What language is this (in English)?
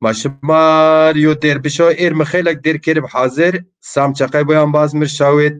Zaza